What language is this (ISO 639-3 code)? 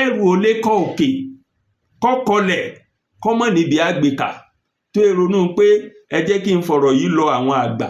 yor